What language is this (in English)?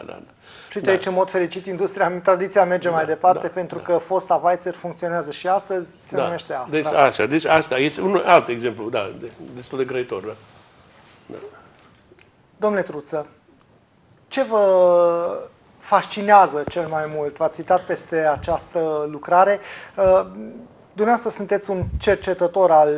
Romanian